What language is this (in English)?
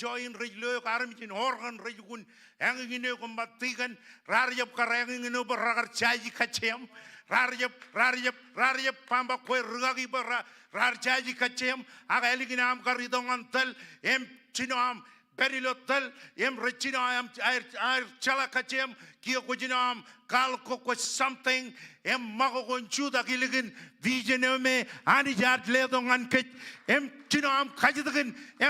Marshallese